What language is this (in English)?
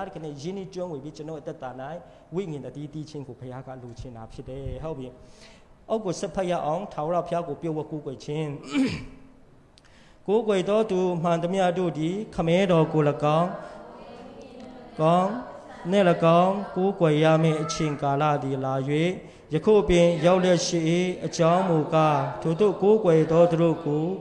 Burmese